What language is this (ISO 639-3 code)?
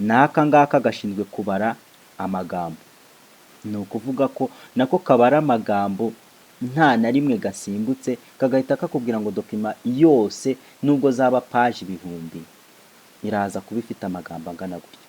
kin